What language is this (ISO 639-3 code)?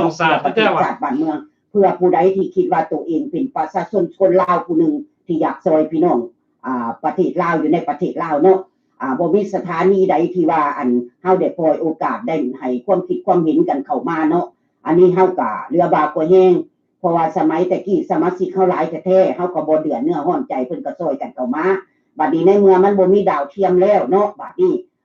lao